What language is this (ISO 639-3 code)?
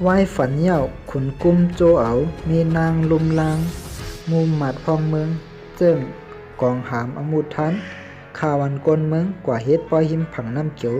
shn